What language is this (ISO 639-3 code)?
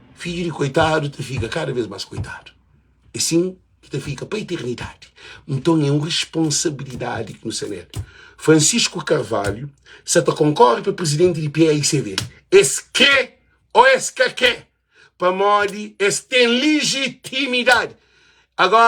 kea